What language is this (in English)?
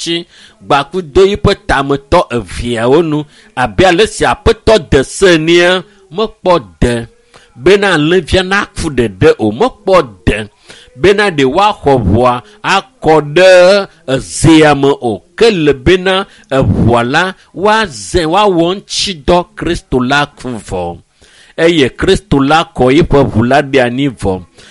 Ewe